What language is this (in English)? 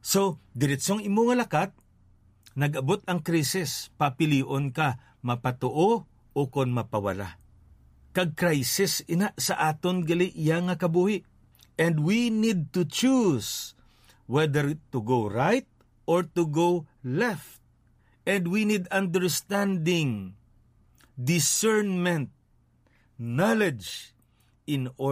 Hiligaynon